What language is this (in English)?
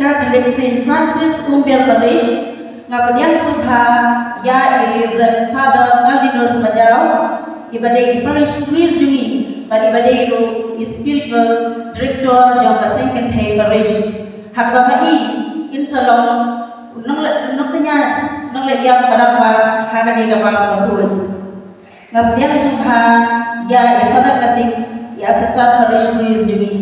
Khasi